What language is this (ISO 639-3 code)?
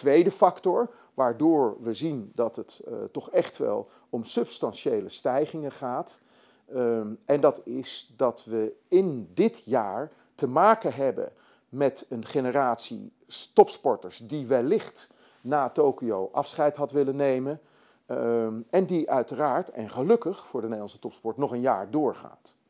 nld